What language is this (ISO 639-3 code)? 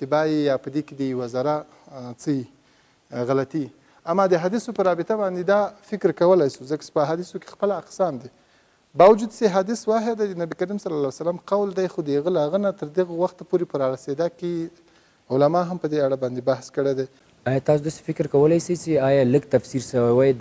pus